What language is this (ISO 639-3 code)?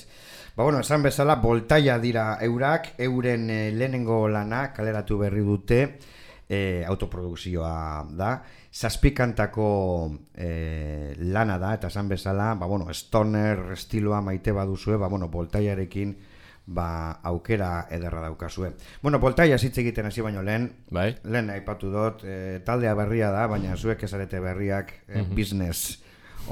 eus